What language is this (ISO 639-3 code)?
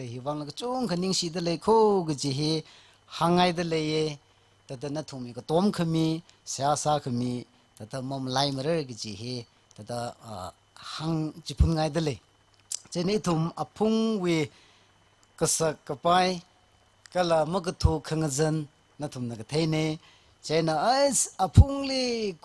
nmf